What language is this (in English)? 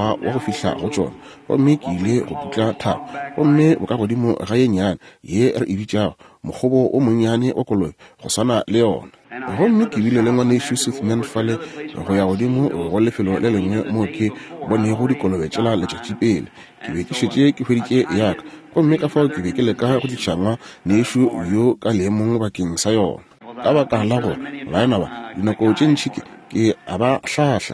Northern Sotho